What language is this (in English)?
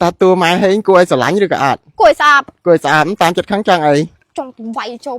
Khmer